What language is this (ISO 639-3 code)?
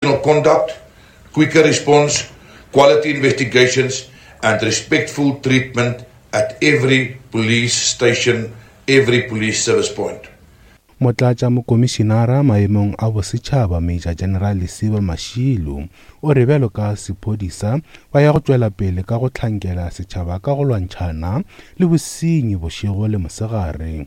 nso